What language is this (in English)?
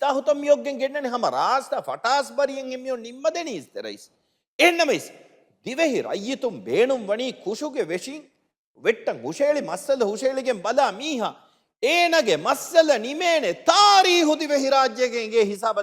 Divehi